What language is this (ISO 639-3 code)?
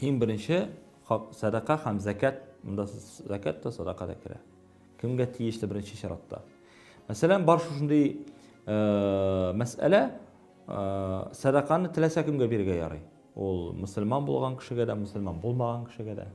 tat